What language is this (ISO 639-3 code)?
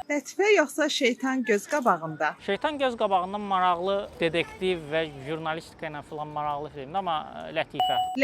aze